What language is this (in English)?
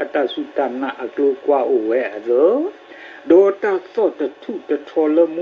S'gaw Karen